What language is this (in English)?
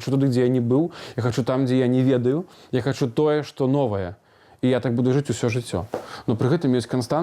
Belarusian